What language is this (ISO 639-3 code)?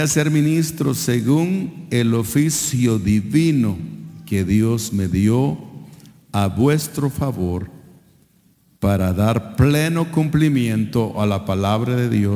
spa